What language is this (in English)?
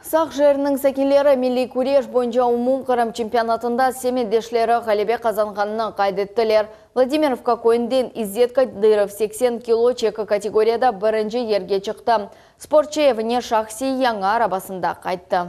Crimean Tatar